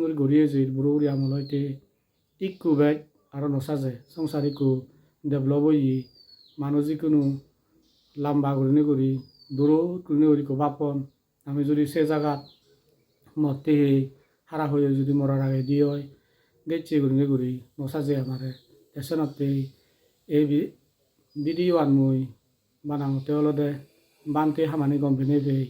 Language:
Chakma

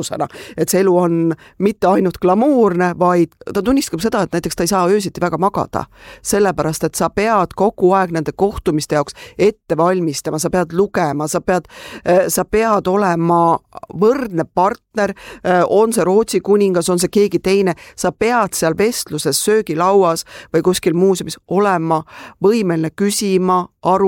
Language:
Estonian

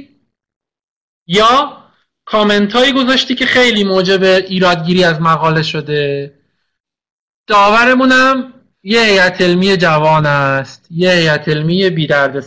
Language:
Persian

